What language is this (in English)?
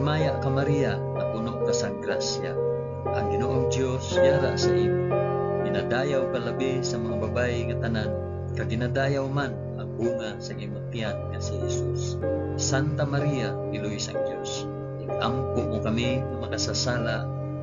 Hiligaynon